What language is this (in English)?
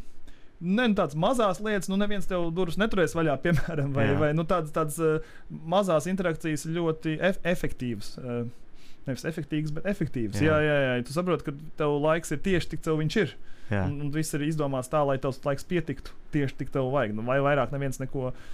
Latvian